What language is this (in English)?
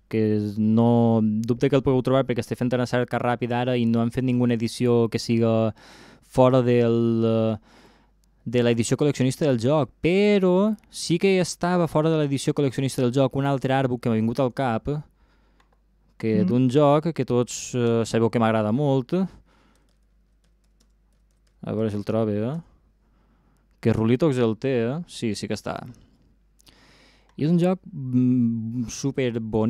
Catalan